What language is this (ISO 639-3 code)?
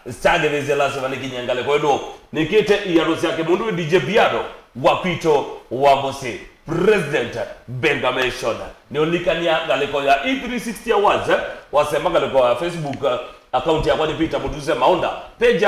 kam